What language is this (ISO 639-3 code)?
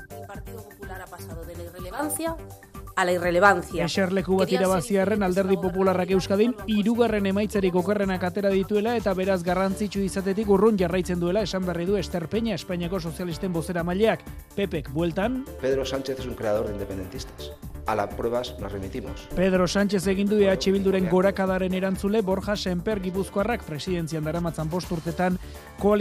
eus